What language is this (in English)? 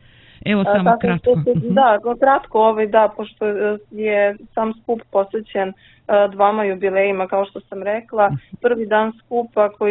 Serbian